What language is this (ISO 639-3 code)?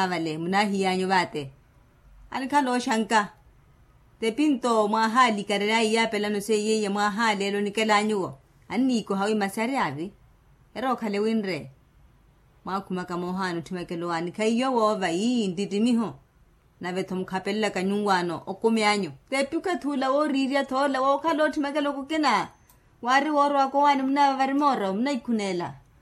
vmw